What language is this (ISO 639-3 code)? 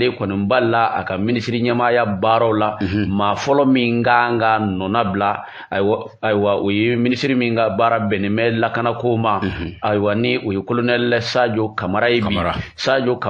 bam